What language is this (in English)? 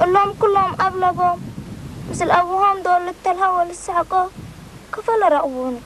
Tigrinya